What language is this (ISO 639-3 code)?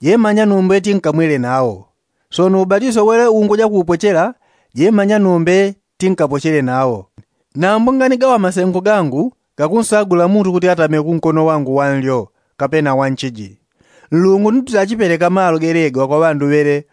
yao